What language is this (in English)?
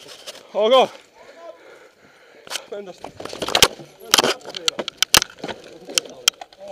Finnish